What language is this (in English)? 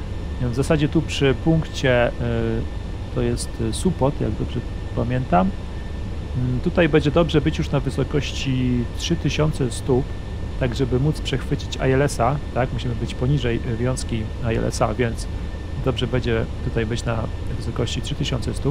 Polish